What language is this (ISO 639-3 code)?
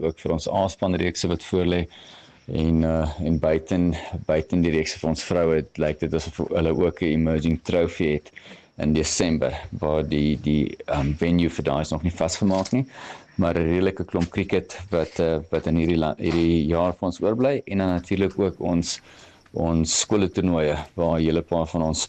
afr